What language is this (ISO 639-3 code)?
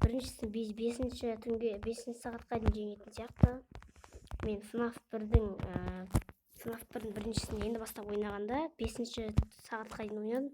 kaz